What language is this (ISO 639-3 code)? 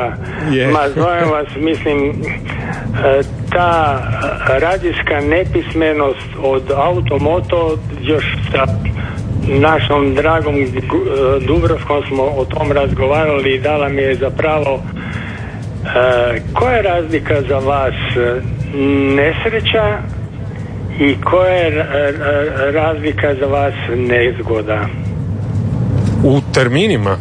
hrv